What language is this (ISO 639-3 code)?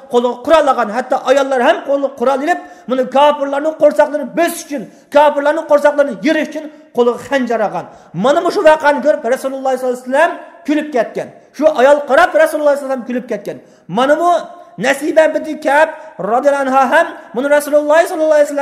uig